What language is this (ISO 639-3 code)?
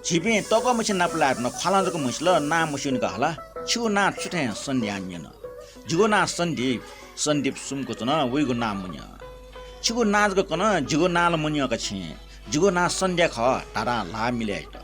new